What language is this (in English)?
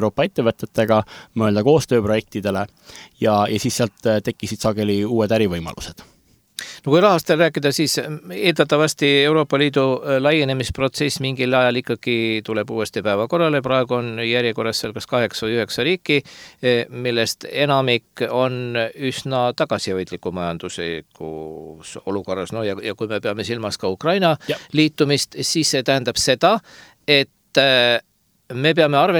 Estonian